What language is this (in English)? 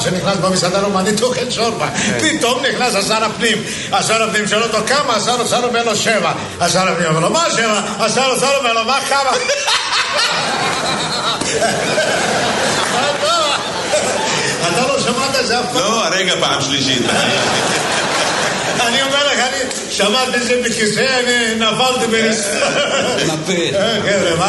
Hebrew